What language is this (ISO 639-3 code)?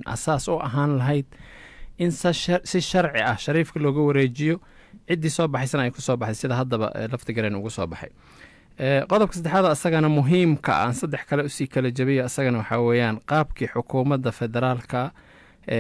som